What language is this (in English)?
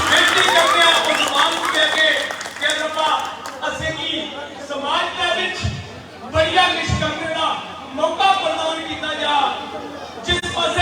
Dogri